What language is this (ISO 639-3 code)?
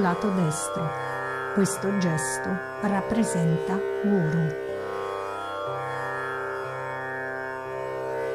ita